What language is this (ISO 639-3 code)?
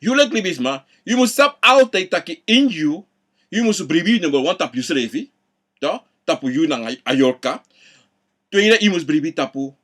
srn